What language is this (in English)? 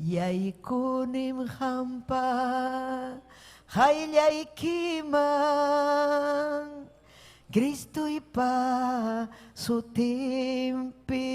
Ayacucho Quechua